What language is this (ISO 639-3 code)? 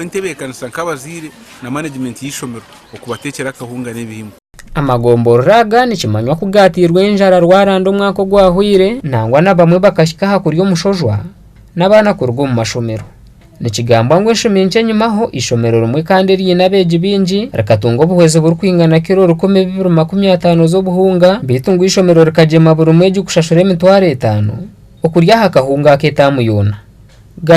nyn